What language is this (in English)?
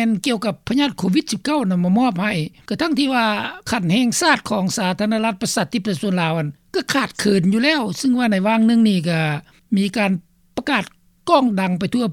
Lao